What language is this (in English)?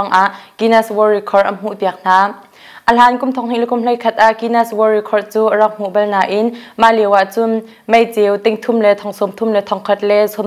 Hakha Chin